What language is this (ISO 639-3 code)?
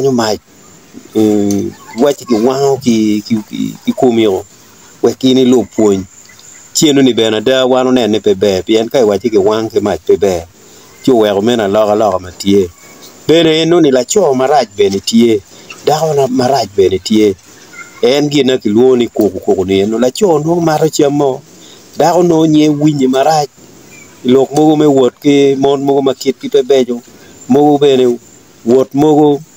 ach